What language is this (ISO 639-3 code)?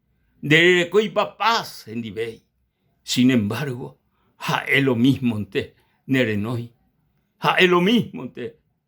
grn